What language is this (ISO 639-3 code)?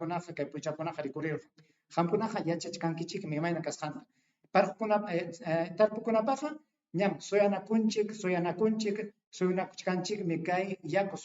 quy